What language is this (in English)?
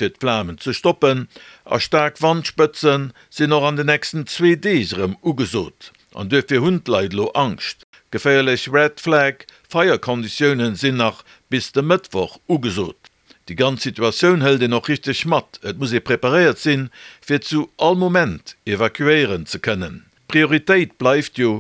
Luxembourgish